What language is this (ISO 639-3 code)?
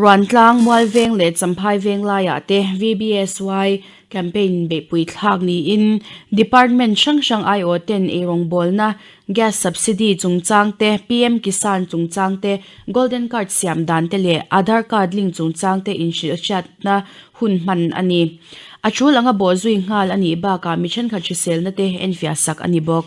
lus